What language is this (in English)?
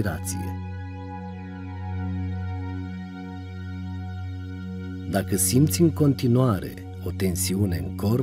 Romanian